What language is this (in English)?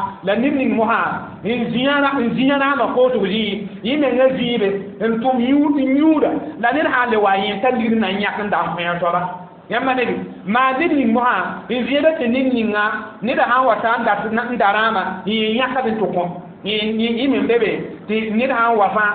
Mossi